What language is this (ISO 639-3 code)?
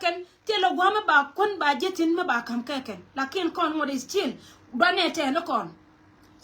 nus